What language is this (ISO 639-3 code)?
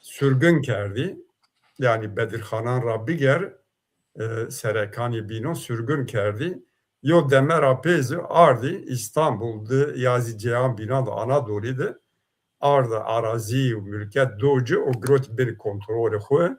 zza